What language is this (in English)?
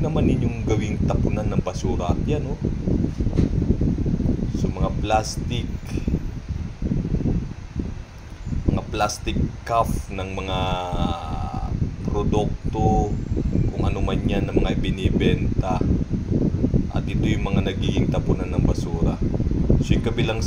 Filipino